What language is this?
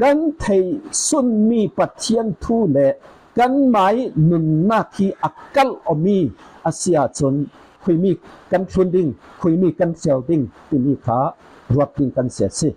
Falam Chin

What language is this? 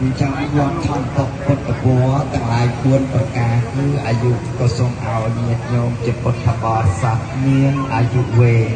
Khmer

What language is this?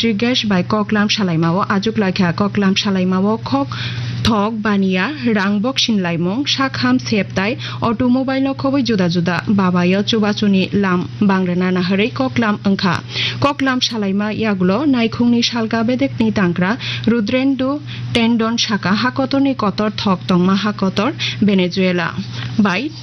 Kok Borok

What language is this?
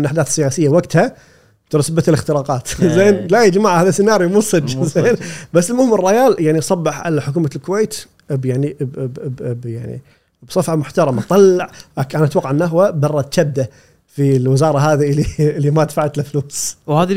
Gulf Arabic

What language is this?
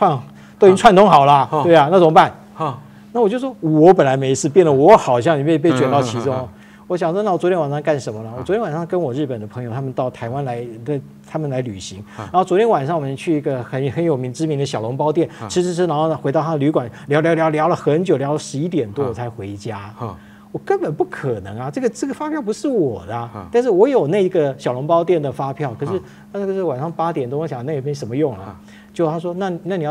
Chinese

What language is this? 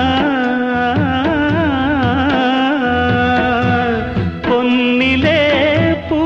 Tamil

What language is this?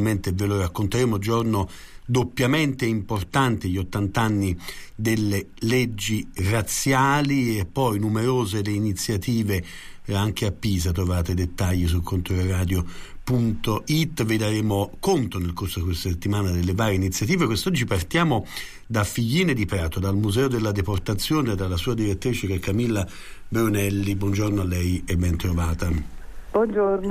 Italian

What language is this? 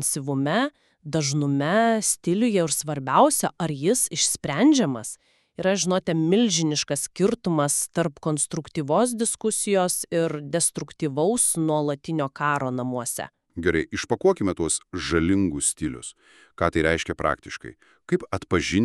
Lithuanian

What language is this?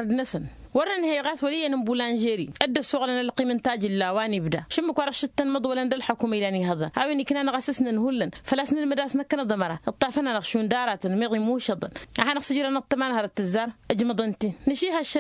Tamasheq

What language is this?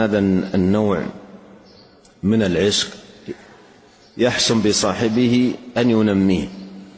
Arabic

